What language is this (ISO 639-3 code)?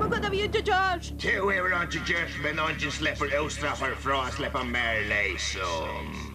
fao